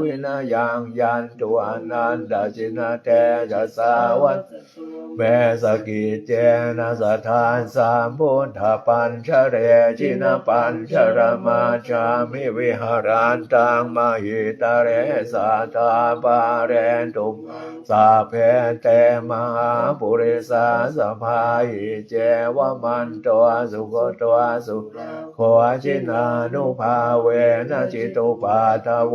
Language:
Pali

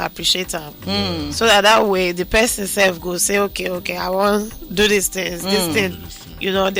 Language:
Nigerian Pidgin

